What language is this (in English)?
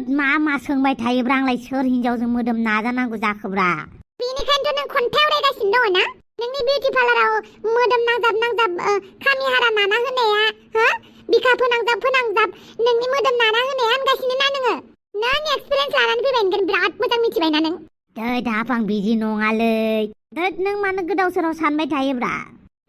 Bodo